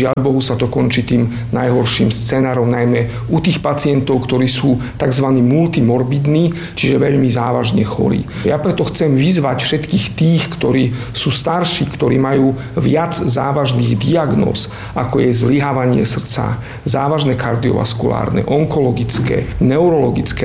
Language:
Slovak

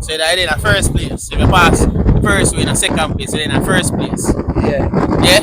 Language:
Jamaican Creole English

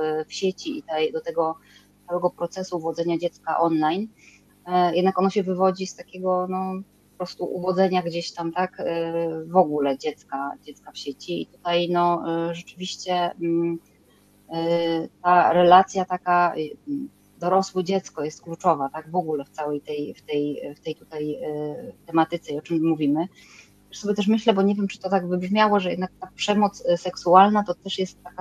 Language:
Polish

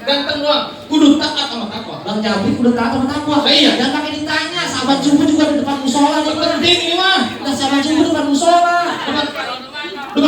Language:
Betawi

